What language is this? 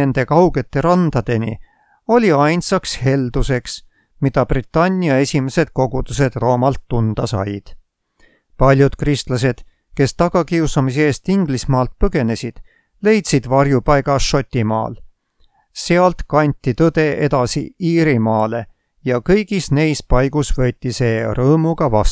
Estonian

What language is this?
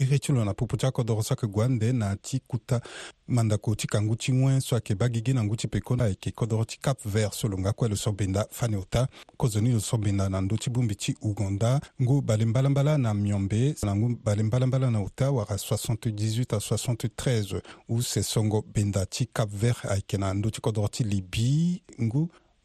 Sango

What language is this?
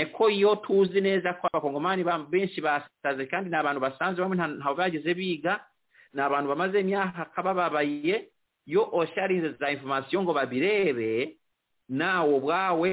Kinyarwanda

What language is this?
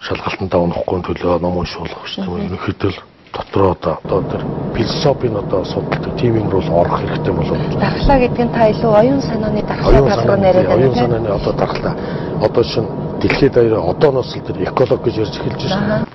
Mongolian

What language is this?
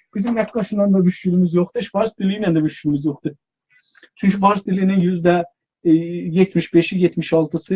South Azerbaijani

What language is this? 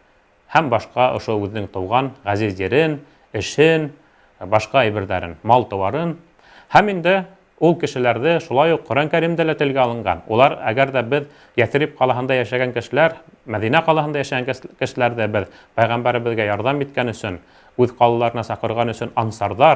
Bashkir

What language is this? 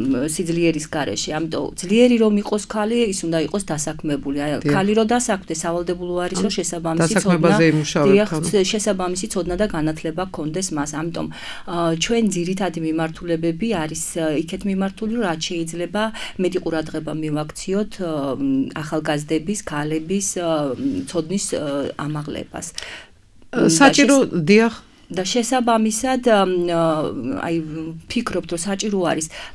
Georgian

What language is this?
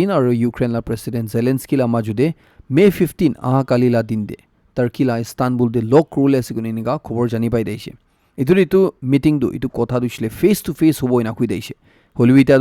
Naga Pidgin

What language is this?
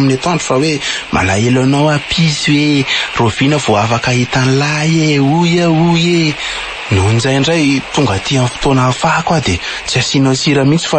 Malagasy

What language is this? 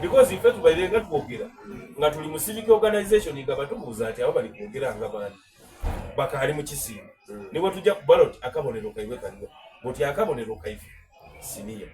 Soga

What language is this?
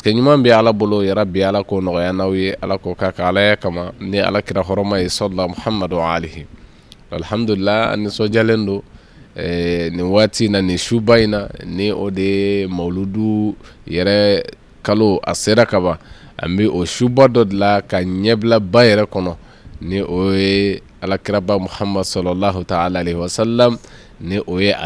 Bambara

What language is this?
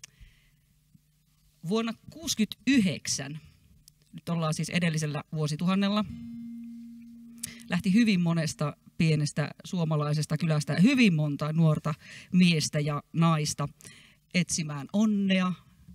Finnish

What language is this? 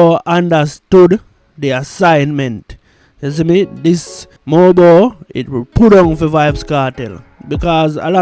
Jamaican Creole English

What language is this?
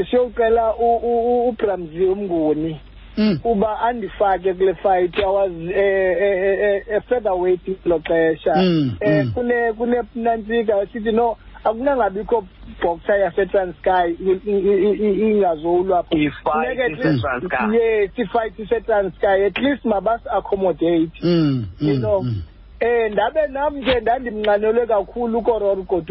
Xhosa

